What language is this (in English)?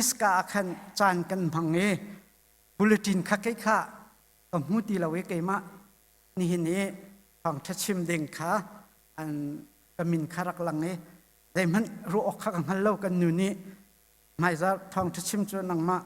Hakha Chin